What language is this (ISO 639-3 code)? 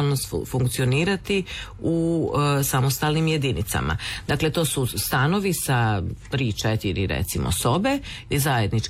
hrv